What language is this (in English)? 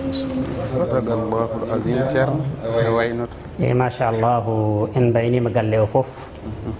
Fula